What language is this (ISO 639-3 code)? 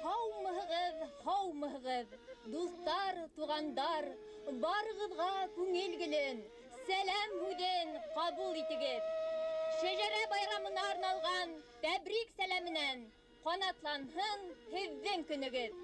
bak